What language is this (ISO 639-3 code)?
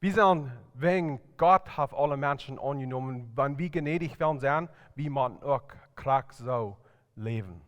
pdt